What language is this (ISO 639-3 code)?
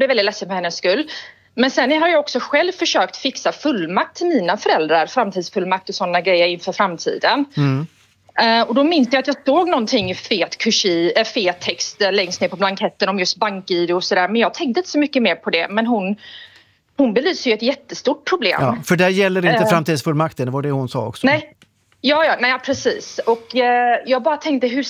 swe